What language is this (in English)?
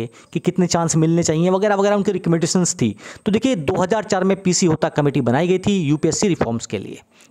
Hindi